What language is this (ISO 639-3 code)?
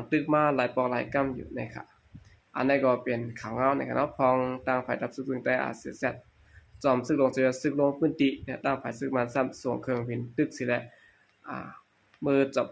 shn